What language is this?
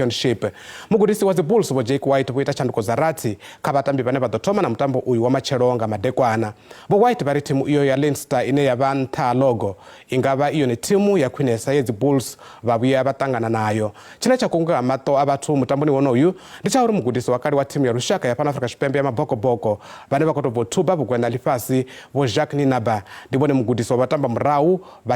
Venda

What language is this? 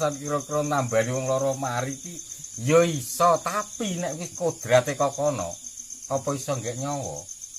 Javanese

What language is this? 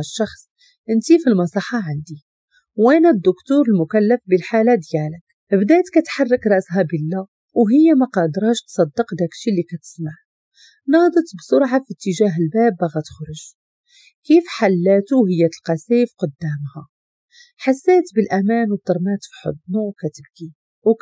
Moroccan Arabic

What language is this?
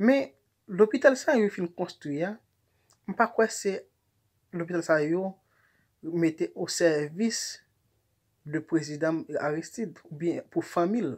Haitian Creole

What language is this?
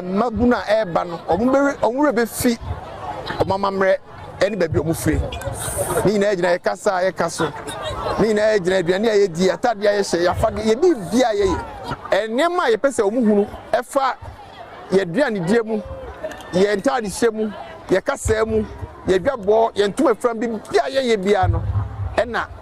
Akan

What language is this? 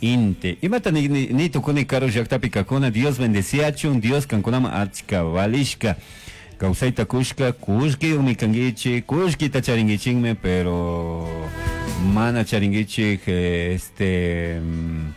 Chimborazo Highland Quichua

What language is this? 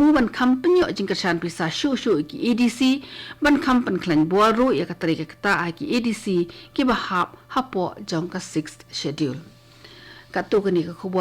Khasi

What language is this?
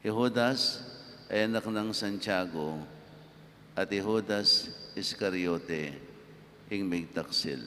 Pampanga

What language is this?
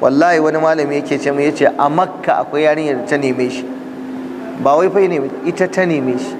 Hausa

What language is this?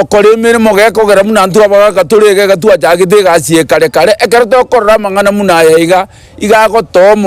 Gusii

